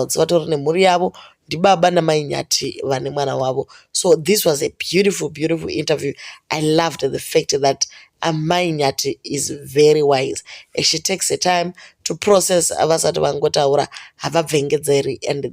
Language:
Shona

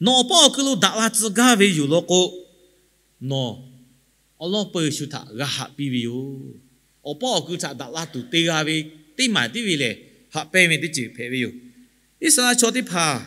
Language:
Lahu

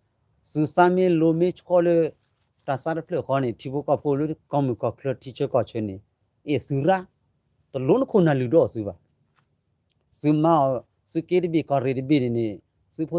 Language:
S'gaw Karen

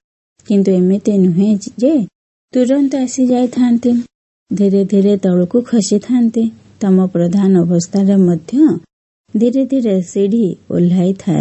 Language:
Odia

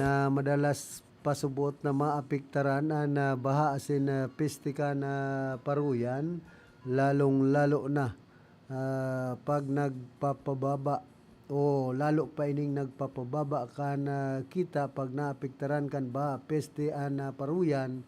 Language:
Bikol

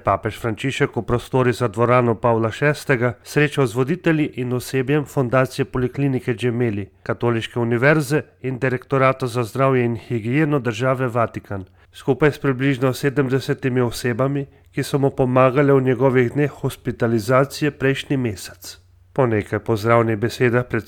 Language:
Slovenian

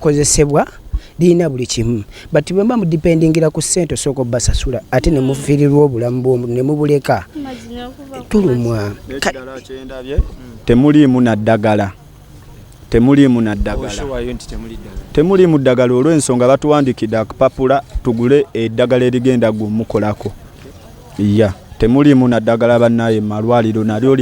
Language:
Ganda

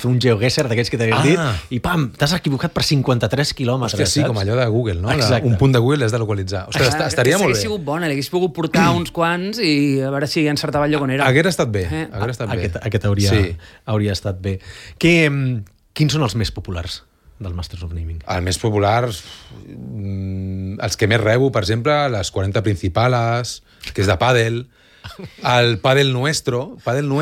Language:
Catalan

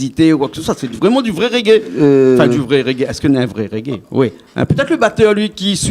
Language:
Réunion Creole French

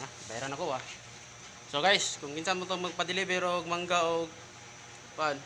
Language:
Cebuano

